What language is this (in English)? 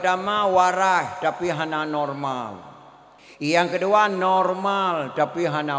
Achinese